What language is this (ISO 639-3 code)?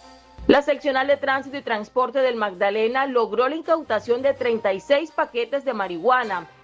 spa